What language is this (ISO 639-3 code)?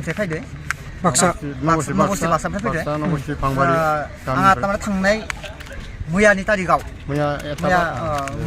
brx